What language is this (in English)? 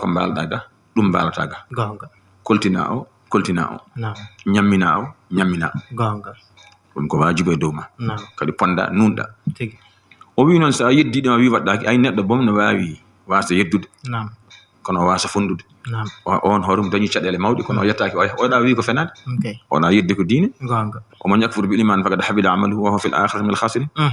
Fula